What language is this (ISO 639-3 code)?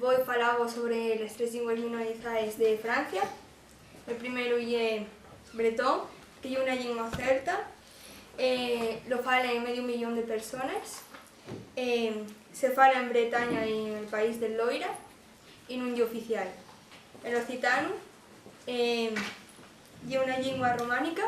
ast